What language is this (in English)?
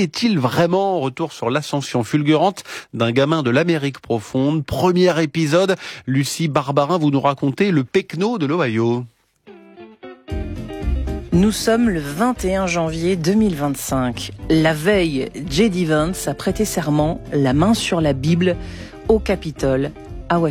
French